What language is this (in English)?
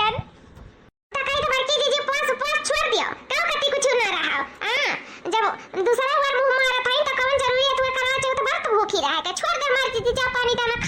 Awadhi